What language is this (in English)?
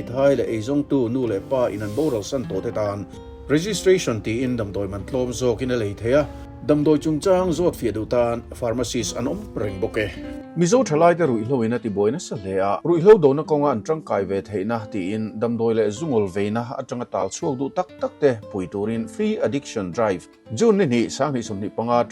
Mizo